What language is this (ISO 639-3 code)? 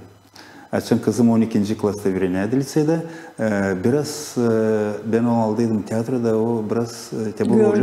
gag